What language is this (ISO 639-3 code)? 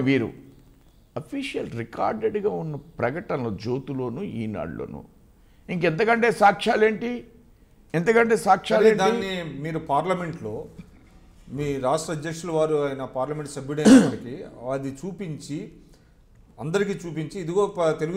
tel